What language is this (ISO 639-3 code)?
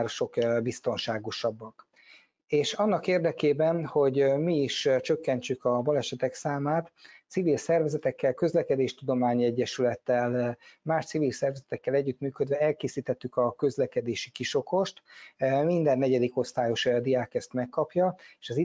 hun